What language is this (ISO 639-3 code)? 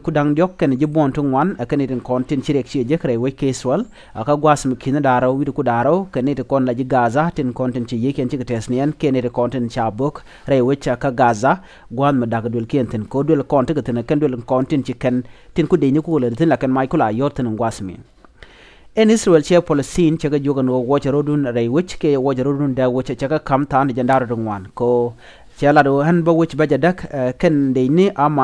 nus